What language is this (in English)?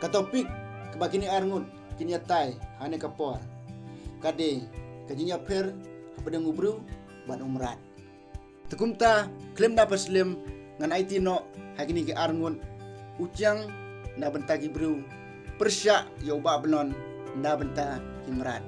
Khasi